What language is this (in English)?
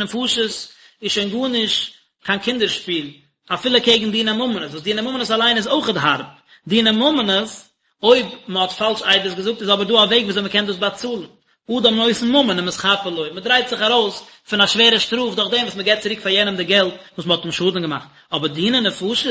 Yiddish